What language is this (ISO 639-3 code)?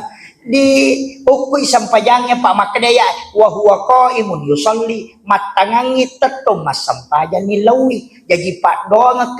bug